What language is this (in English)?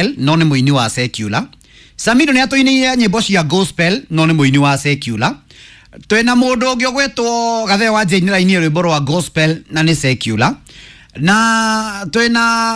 Kikuyu